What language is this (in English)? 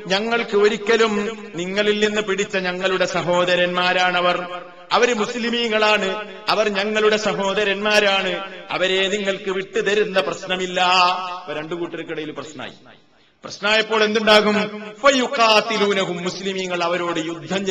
Malayalam